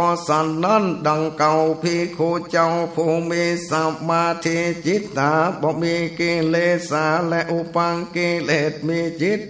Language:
Northern Thai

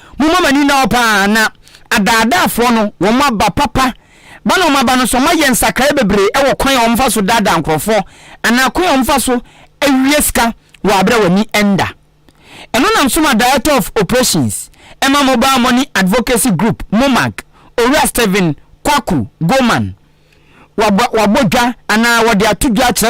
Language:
Akan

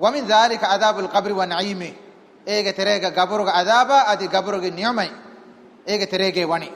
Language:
Divehi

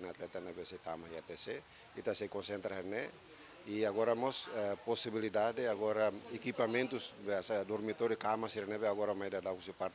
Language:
Tetum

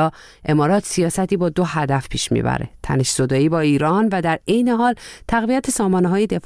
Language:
Persian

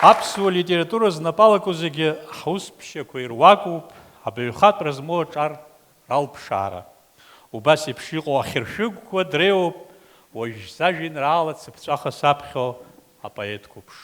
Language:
Abkhazian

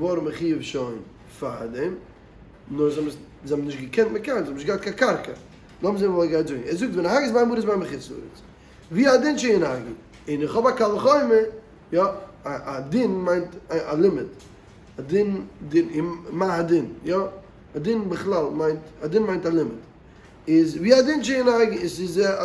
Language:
Yiddish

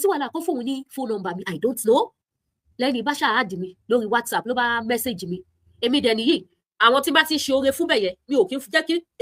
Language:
Yoruba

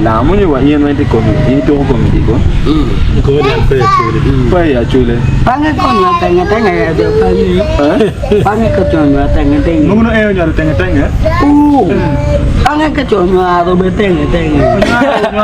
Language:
Acoli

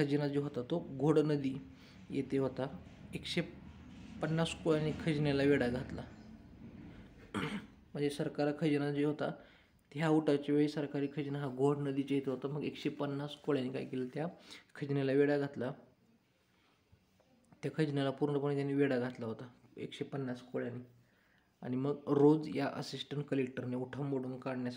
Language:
Marathi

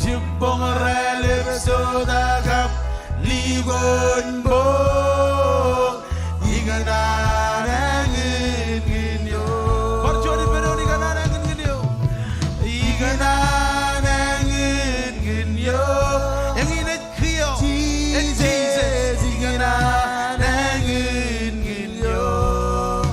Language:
Marshallese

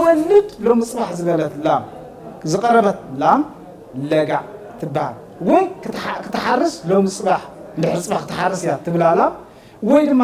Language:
Tigrinya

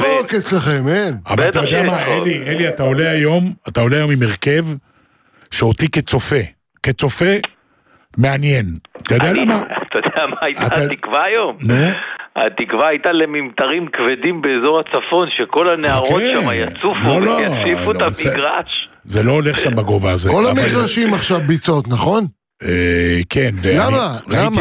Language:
Hebrew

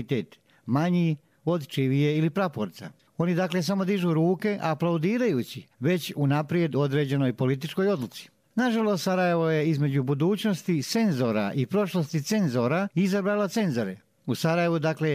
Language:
Bosnian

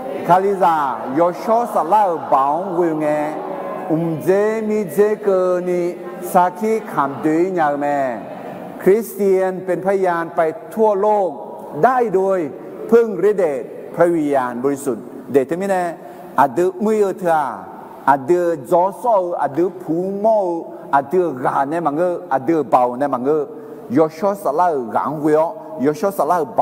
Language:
Akha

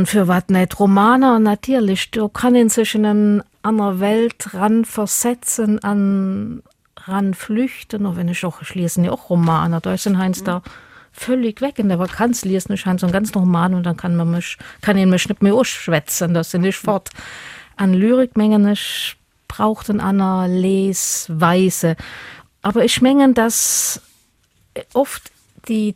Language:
Luxembourgish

